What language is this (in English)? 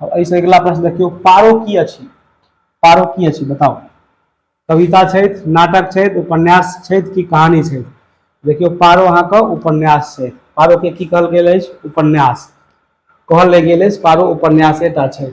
Maithili